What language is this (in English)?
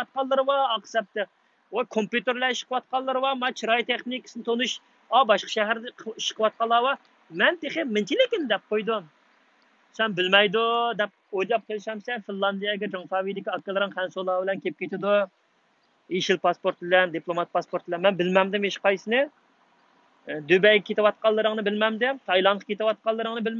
Uyghur